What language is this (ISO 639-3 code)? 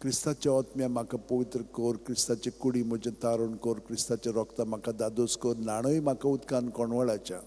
kok